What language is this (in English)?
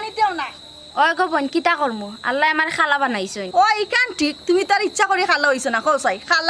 Sylheti